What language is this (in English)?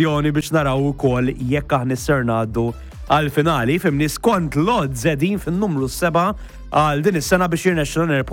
Maltese